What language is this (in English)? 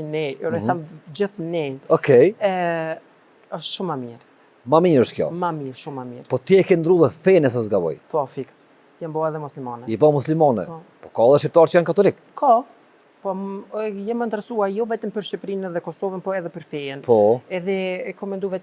Albanian